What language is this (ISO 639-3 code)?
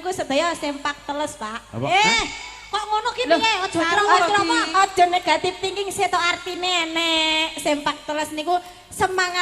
jav